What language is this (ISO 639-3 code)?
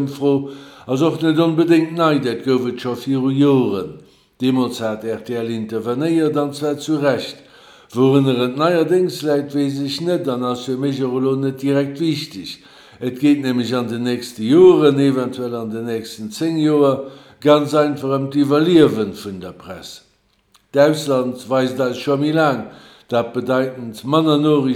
ltz